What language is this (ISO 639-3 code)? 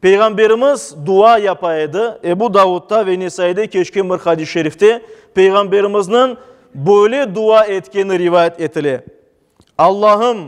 crh